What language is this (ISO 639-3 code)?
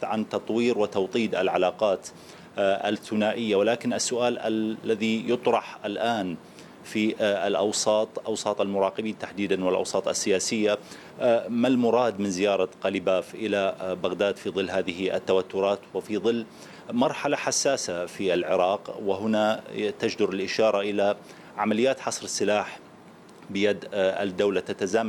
ara